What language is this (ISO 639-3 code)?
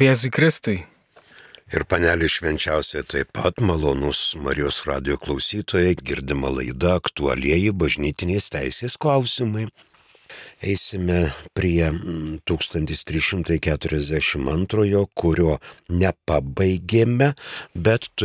lit